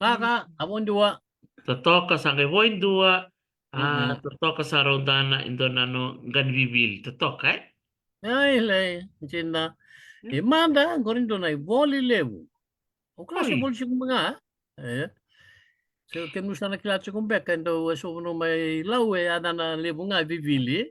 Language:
Fijian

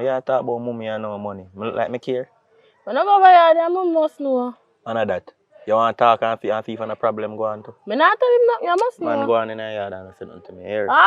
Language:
Jamaican Creole English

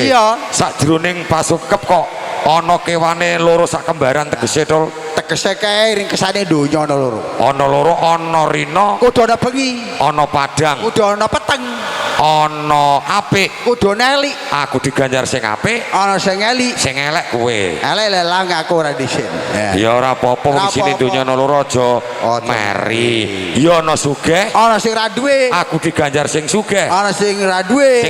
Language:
Javanese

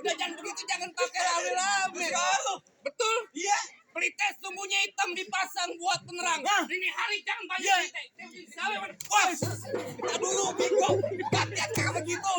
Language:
Betawi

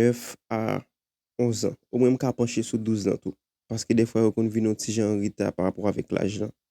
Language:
Haitian Creole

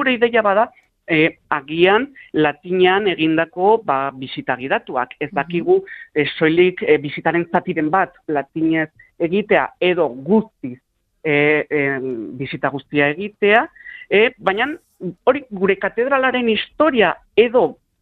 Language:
Basque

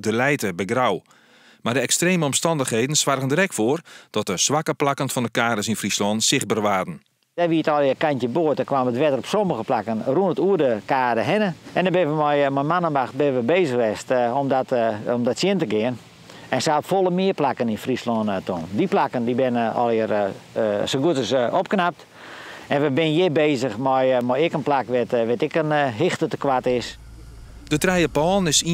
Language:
Western Frisian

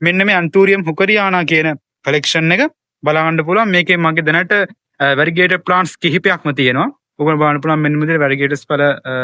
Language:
Sinhala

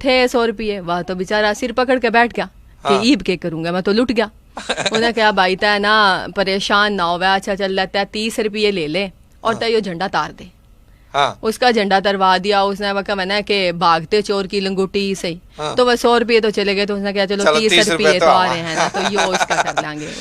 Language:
Haryanvi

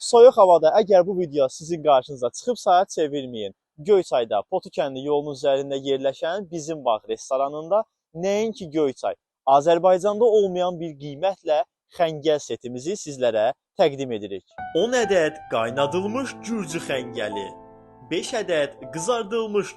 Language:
Azerbaijani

